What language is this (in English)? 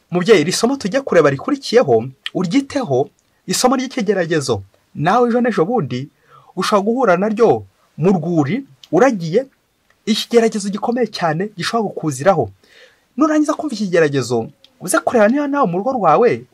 Kinyarwanda